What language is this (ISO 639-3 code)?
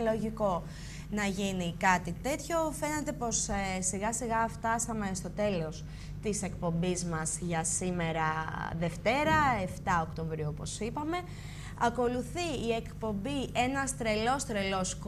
ell